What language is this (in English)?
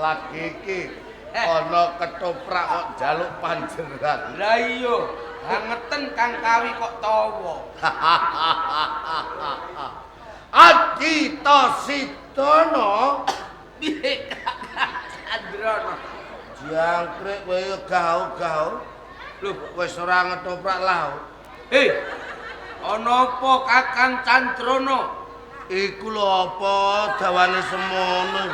Javanese